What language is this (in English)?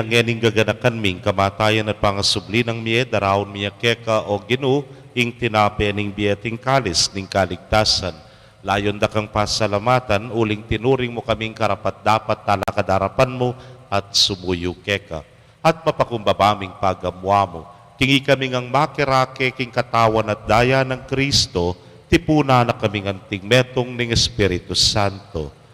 Pampanga